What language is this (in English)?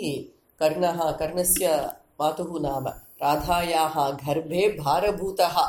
Sanskrit